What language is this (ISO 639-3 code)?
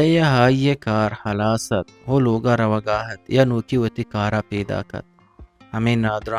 bgp